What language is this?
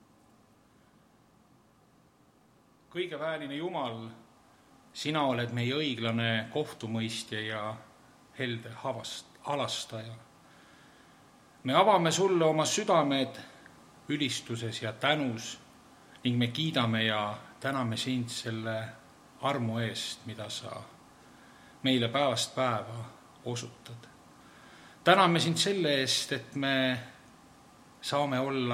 Estonian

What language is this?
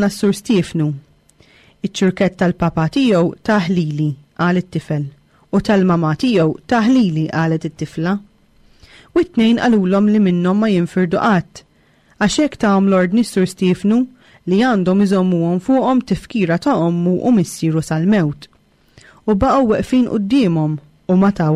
Maltese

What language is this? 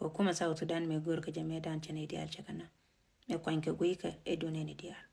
Nuer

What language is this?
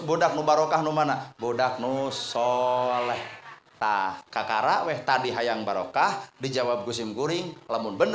Sundanese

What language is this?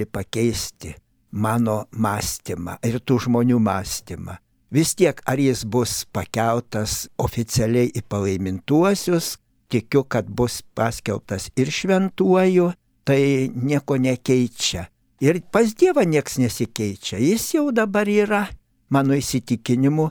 Lithuanian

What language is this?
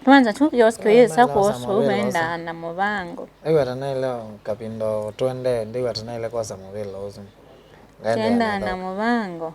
Kamba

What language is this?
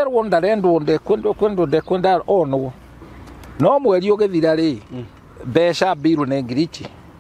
Kikuyu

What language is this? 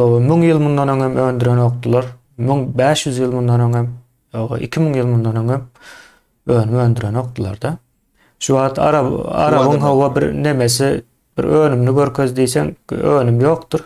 Turkmen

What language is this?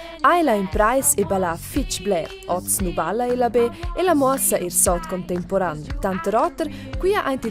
Romansh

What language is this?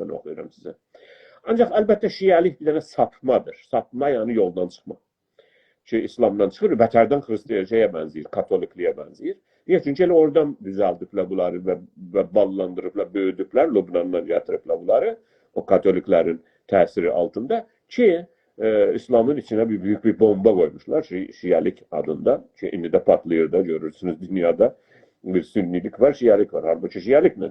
South Azerbaijani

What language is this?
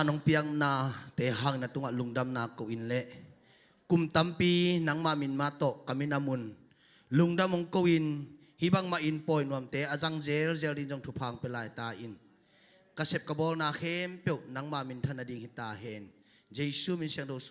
Tedim Chin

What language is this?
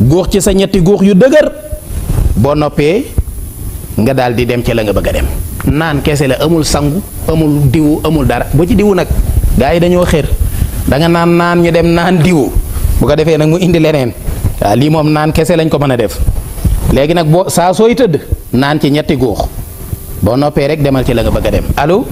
Wolof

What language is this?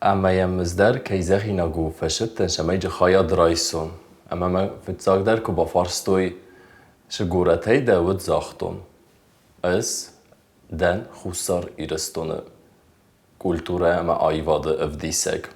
Ossetic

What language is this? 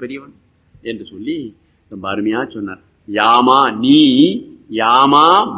Tamil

